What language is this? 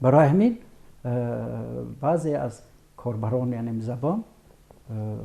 Tajik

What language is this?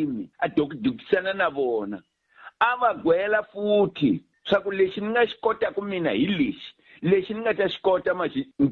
Tsonga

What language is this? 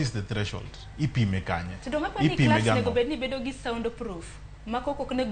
Luo (Kenya and Tanzania)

